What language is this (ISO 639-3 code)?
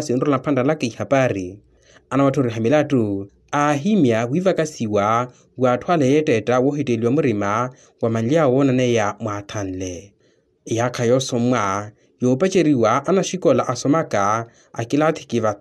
vmw